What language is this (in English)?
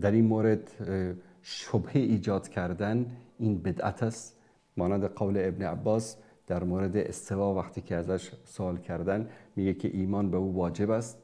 Persian